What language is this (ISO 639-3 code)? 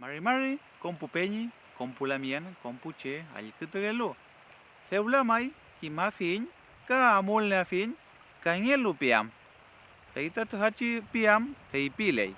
arn